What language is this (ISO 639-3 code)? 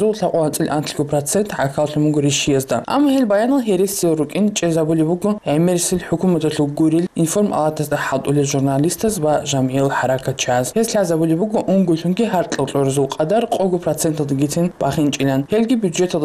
ava